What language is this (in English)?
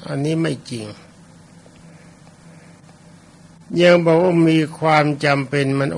Thai